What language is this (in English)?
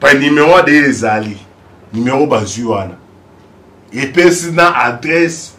Lingala